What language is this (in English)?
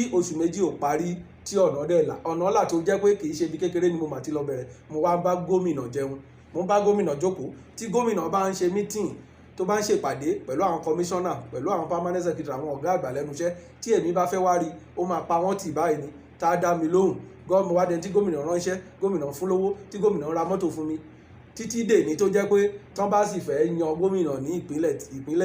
Yoruba